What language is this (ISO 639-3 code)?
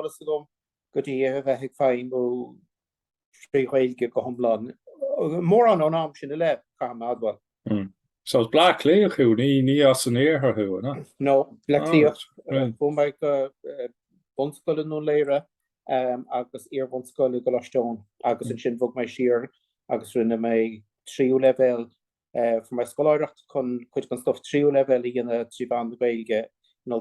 gle